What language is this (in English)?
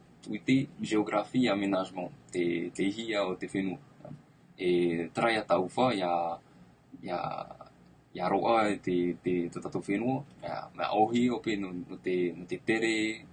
Tahitian